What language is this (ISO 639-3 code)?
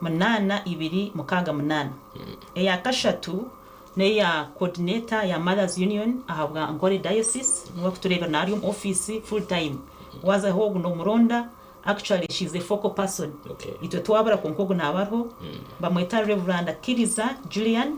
nyn